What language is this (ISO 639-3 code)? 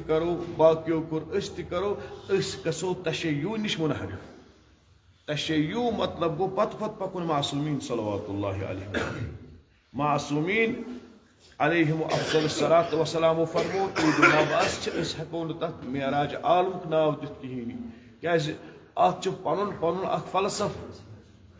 kas